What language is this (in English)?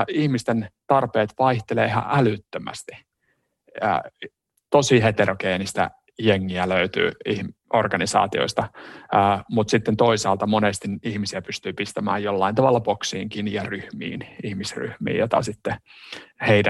Finnish